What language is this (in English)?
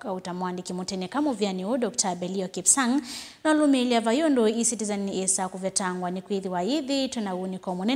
Kamba